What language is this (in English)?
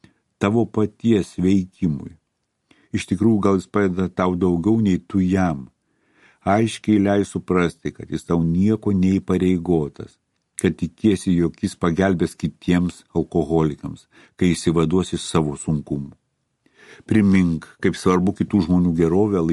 Lithuanian